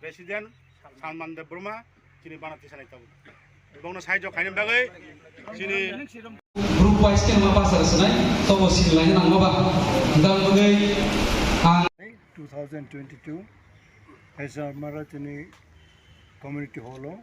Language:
Kok Borok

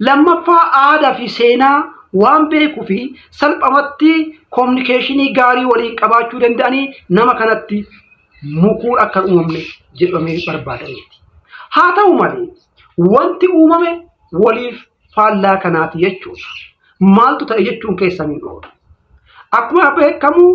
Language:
Oromo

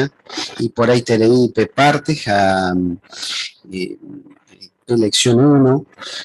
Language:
Guarani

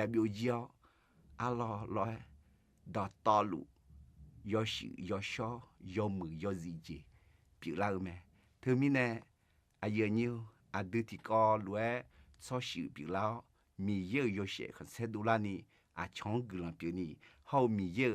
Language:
Akha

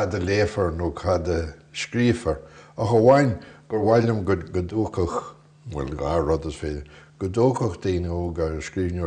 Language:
Irish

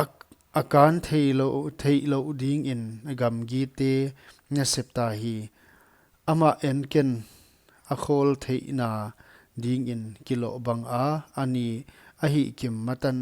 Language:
Paite Chin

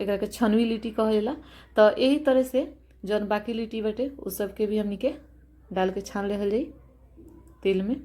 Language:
Bhojpuri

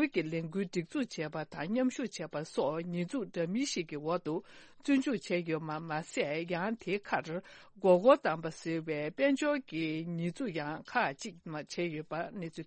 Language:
Tibetan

